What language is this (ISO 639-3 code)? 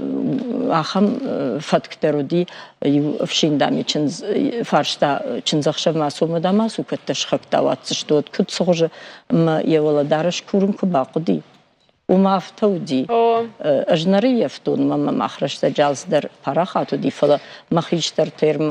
oss